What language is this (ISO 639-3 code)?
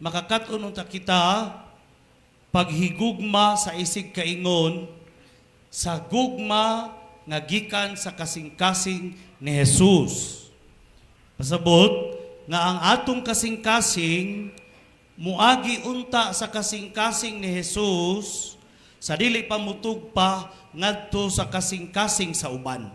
ceb